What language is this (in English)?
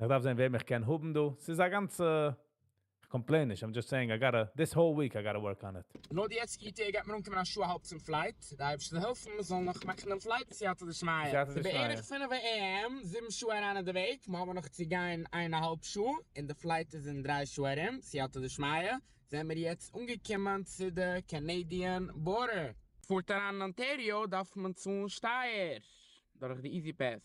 Yiddish